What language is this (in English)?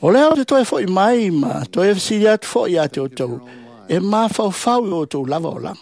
Samoan